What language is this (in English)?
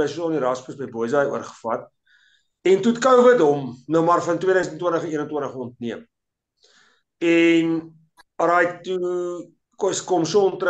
Afrikaans